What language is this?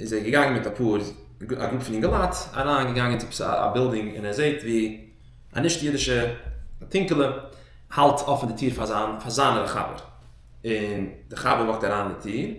Yiddish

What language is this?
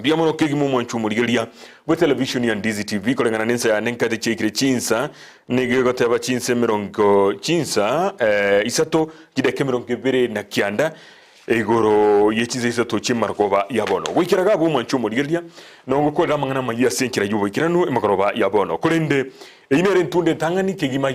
Gusii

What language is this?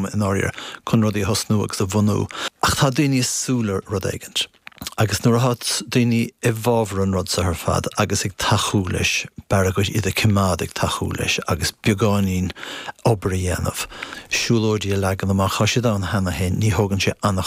Irish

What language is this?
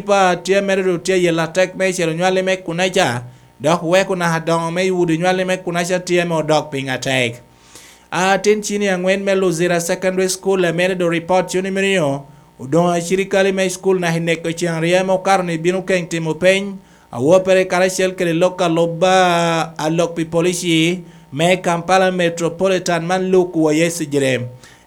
Lango (Uganda)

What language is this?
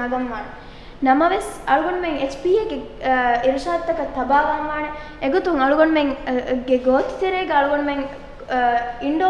Divehi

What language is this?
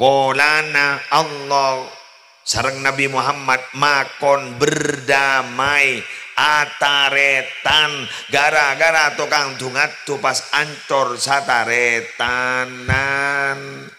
Madurese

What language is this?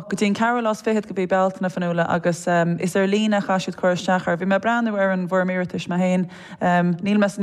Irish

